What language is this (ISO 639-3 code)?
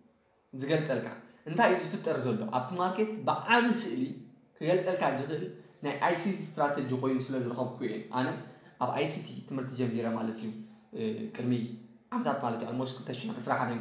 tir